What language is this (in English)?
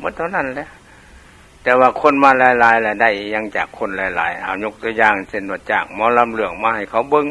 Lao